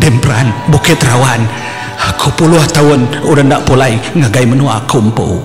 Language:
Iban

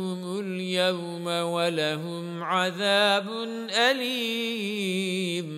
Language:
Arabic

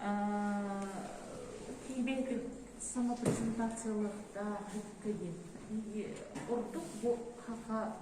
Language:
Yakut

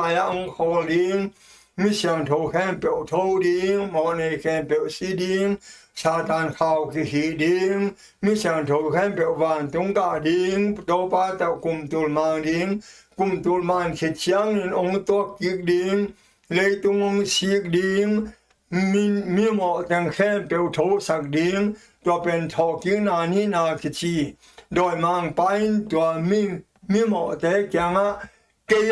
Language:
Tedim Chin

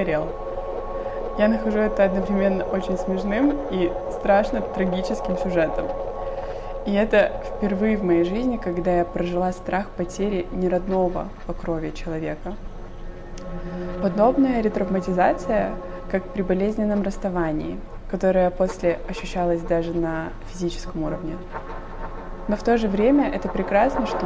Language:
Russian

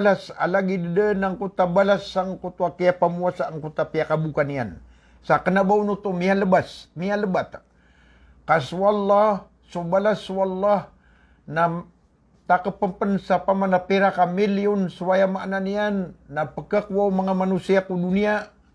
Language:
Maranao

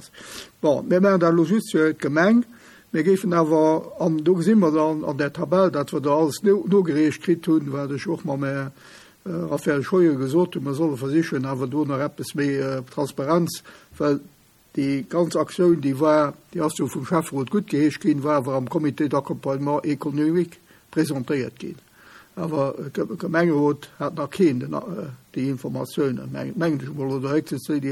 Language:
Luxembourgish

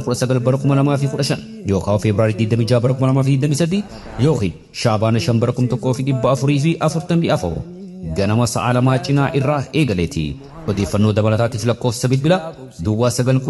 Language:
Oromo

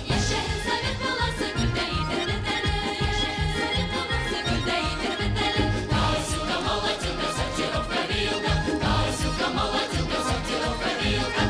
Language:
Bashkir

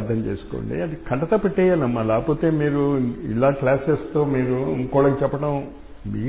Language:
Telugu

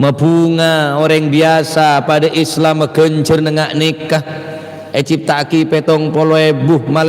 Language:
Madurese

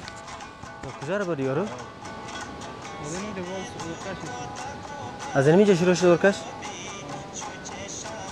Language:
Persian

